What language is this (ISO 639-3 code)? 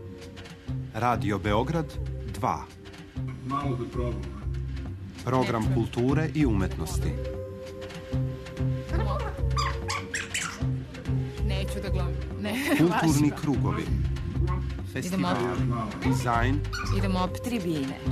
srp